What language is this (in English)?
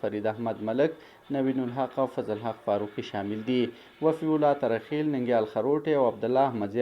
Pashto